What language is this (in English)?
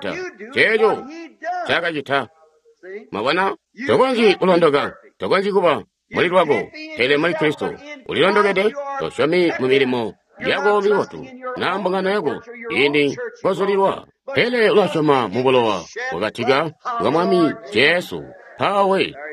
Tonga (Zambia)